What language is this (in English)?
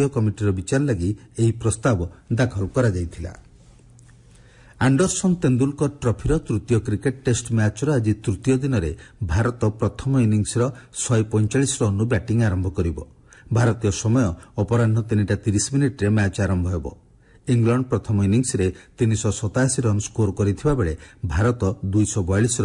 Odia